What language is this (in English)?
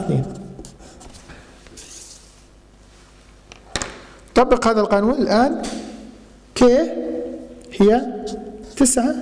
Arabic